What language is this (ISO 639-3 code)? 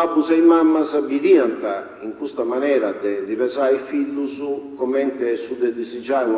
srd